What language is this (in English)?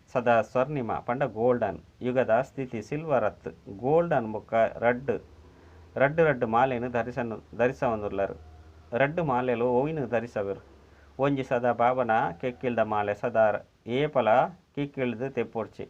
Tulu